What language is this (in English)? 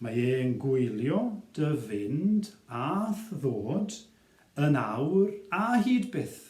Welsh